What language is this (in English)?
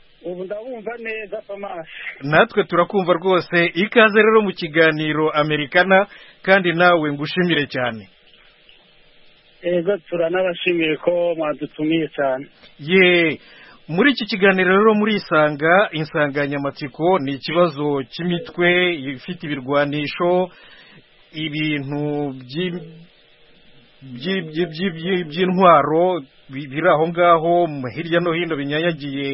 Kinyarwanda